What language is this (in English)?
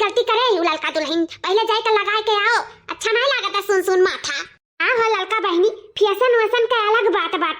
Awadhi